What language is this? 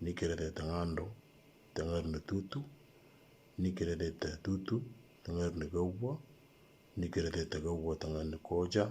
Moro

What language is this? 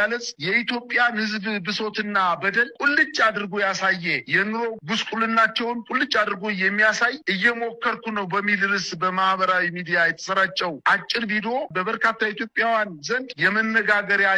Amharic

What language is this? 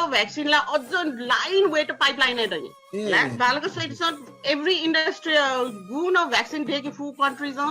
Newari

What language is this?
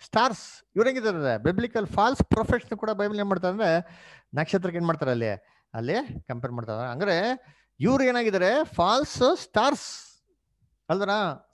Kannada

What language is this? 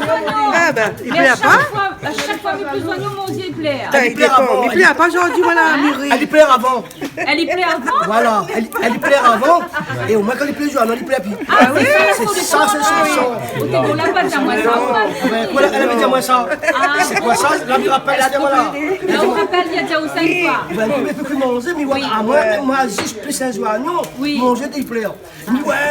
Réunion Creole French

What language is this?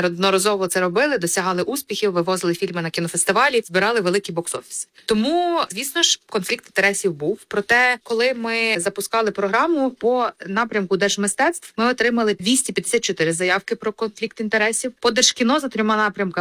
Ukrainian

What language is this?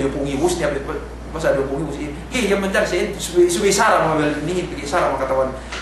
Yakan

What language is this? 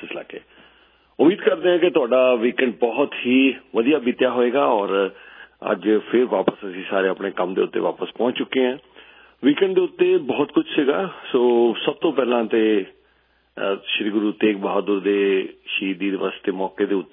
Punjabi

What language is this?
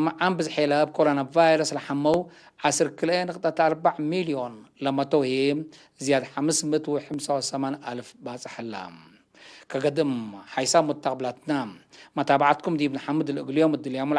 Tigre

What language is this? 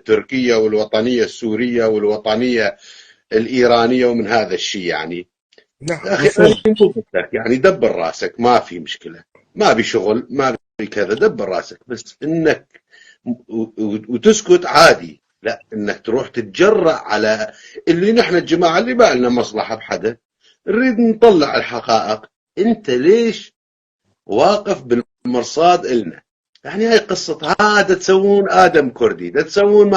North Levantine Arabic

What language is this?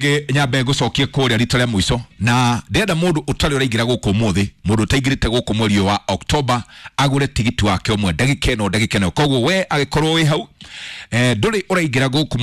Kikuyu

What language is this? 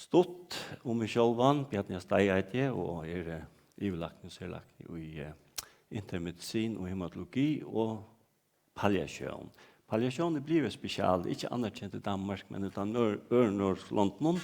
Faroese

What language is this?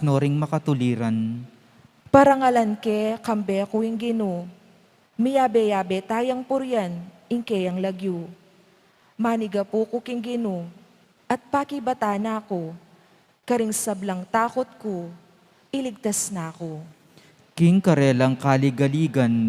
Pampanga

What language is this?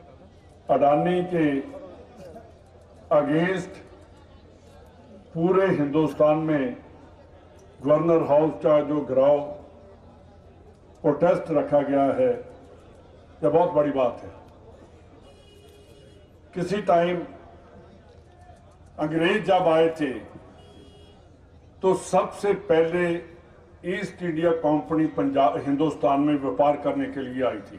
Hindi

